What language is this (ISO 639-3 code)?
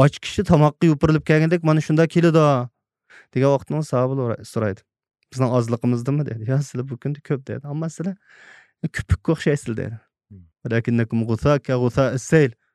uig